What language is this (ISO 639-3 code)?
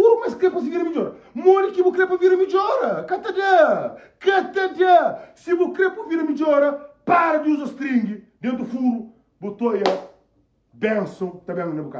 kea